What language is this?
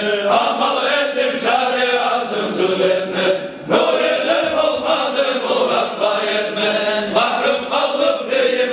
Kumyk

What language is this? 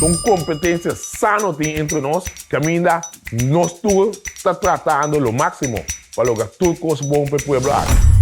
Papiamento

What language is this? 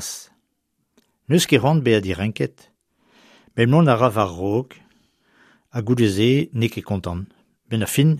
Breton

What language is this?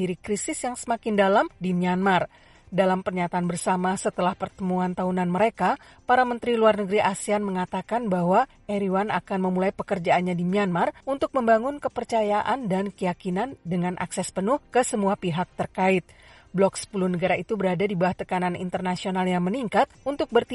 Indonesian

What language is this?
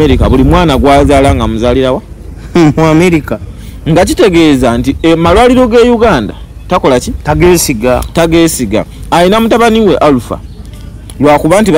Ganda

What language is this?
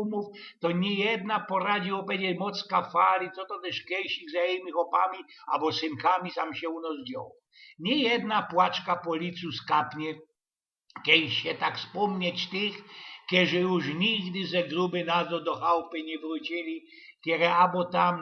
Silesian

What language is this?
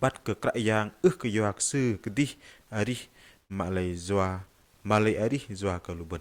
Bahnar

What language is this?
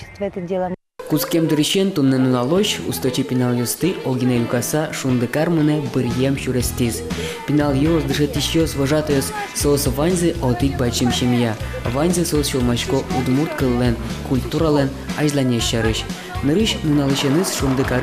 Udmurt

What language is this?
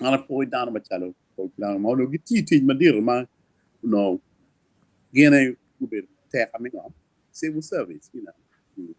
Acoli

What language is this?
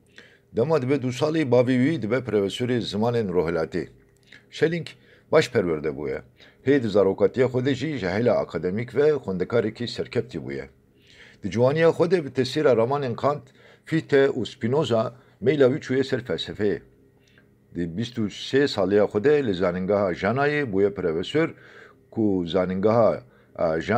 Kurdish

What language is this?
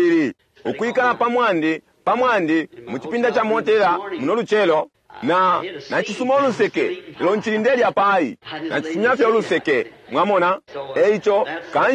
Bemba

